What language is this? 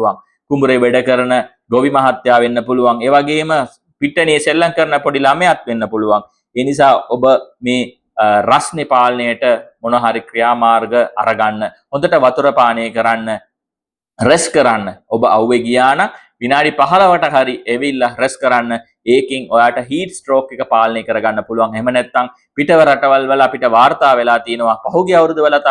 Sinhala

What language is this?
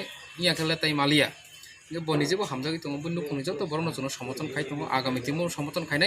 Kok Borok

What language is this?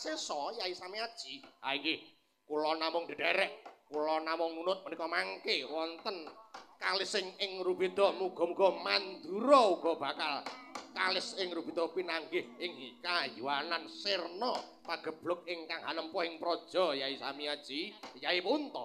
Javanese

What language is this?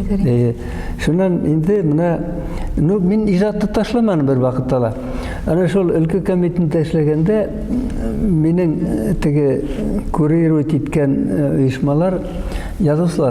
Bashkir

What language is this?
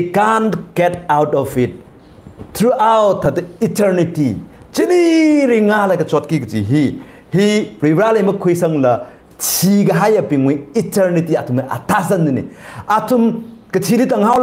Tangkhul Naga (India)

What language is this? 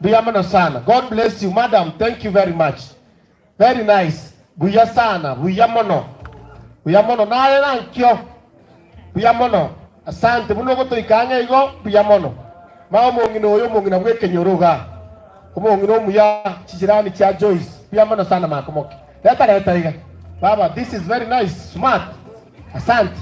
Gusii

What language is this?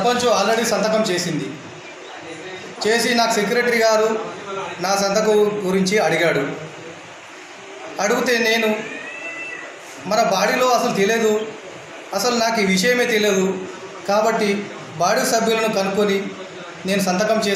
Telugu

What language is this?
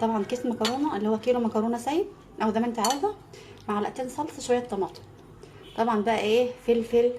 Egyptian Arabic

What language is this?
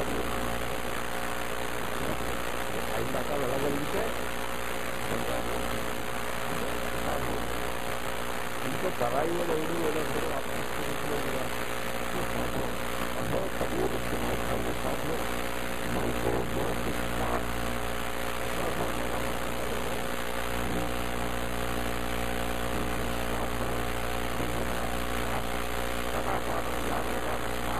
Telugu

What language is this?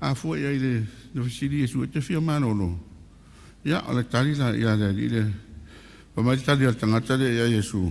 Samoan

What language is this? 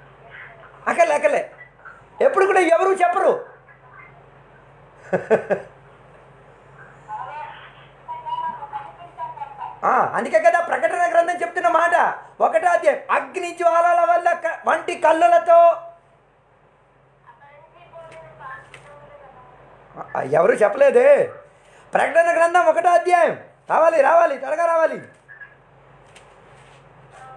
Telugu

